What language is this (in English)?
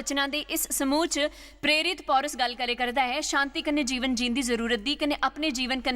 Dogri